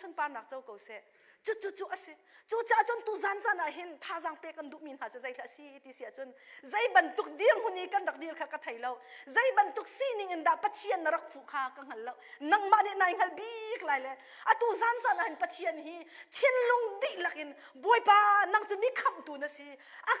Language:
Hakha Chin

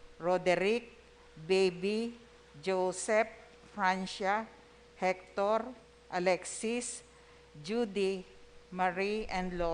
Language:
Bikol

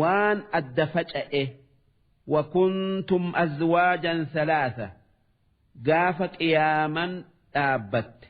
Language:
Oromo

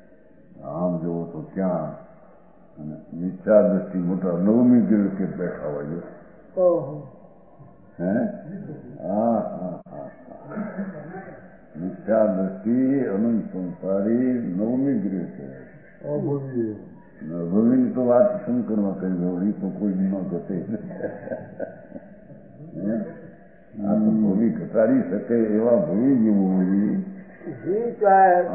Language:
Gujarati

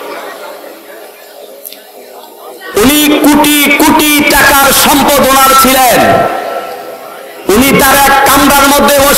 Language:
Bangla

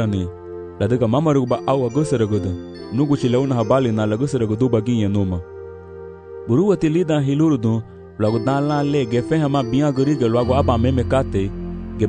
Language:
Garifuna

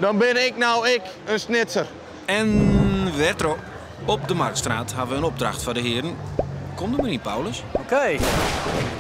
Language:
Western Frisian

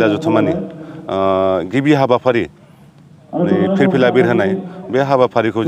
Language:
Bodo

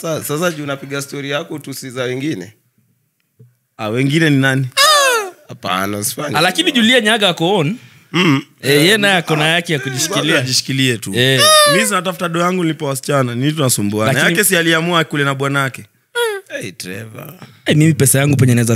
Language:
Swahili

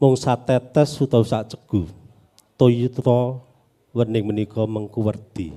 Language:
Javanese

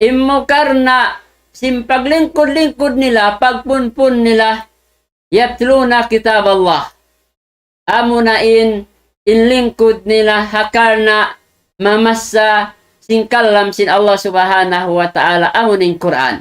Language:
Tausug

